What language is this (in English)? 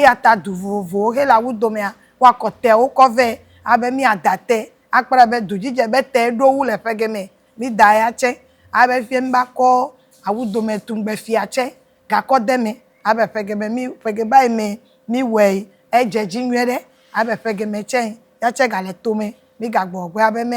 Ewe